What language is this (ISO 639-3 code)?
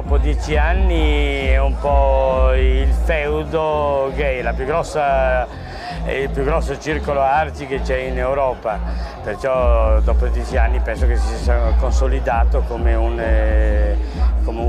ita